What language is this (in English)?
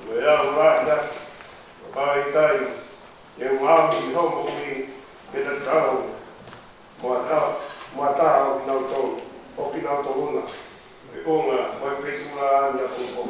Tongan